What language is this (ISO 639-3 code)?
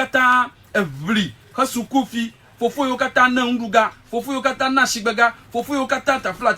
ewe